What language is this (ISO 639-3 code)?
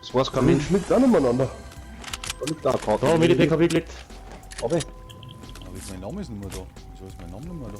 bar